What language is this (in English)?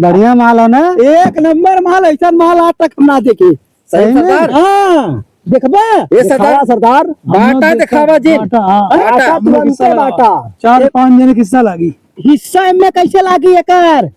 Awadhi